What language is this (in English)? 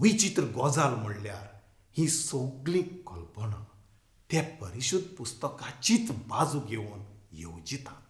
Konkani